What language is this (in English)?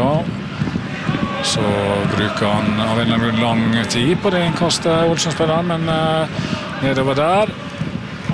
Norwegian